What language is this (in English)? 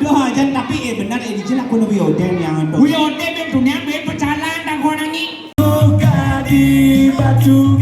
Balinese